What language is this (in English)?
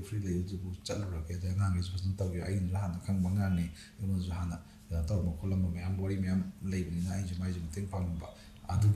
Manipuri